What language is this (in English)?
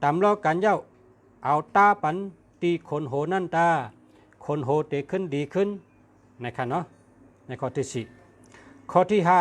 Shan